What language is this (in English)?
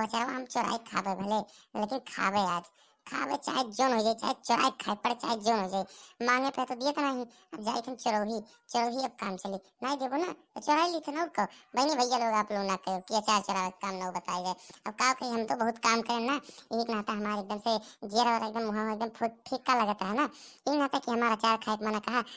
Awadhi